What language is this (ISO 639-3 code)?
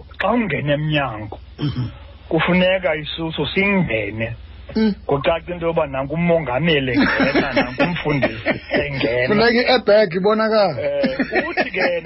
xho